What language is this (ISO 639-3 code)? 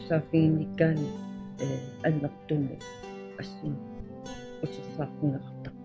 kal